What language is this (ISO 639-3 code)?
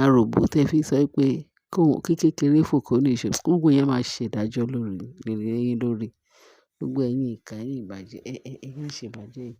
yor